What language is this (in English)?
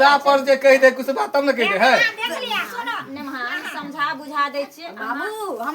Maithili